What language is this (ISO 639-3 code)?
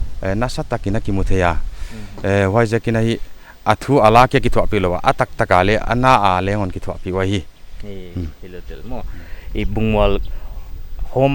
pck